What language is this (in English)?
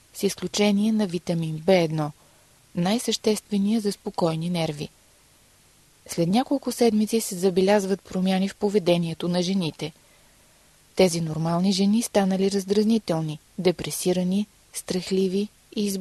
Bulgarian